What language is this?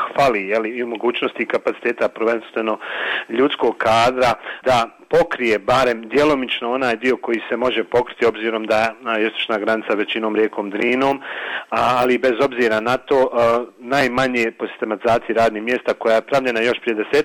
Bosnian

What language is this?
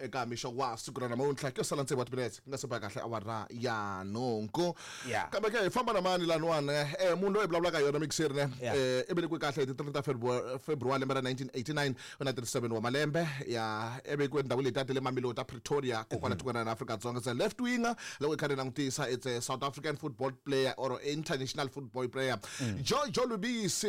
Tsonga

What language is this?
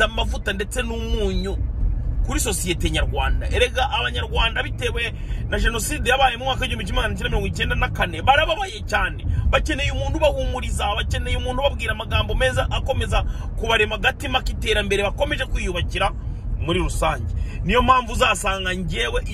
Kinyarwanda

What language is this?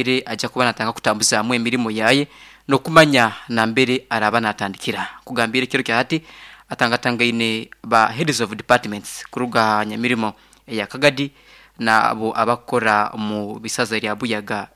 Nyoro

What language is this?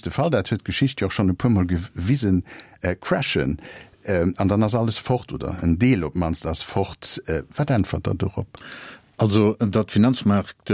Luxembourgish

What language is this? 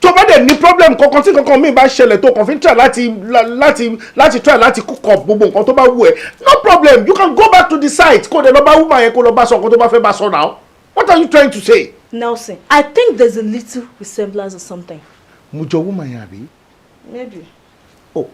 Yoruba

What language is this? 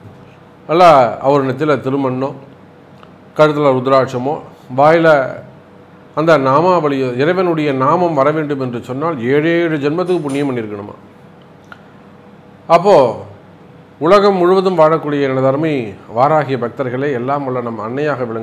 Tamil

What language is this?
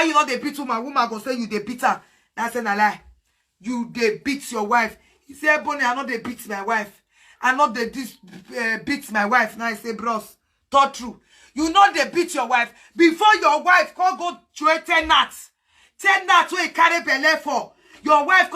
Nigerian Pidgin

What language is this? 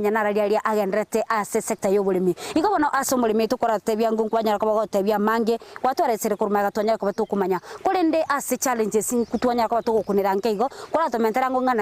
Gusii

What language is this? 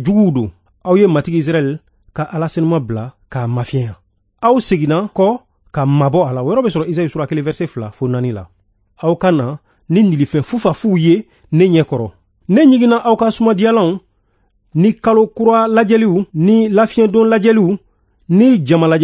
Bambara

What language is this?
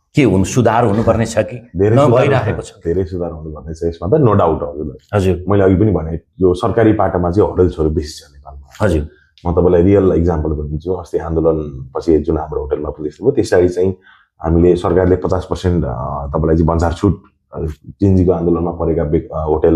Nepali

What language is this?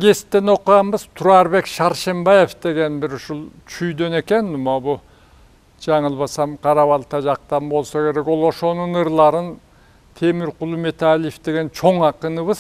Kyrgyz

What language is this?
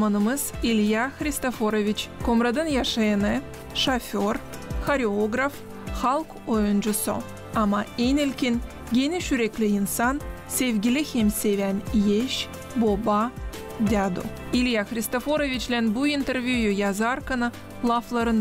Gagauz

